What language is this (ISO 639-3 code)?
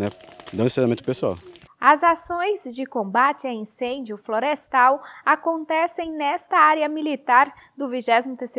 por